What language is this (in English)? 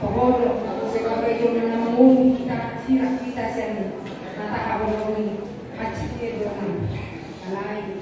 Batak Toba